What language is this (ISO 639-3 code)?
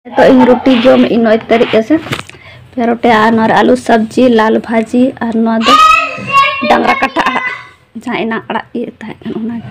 sat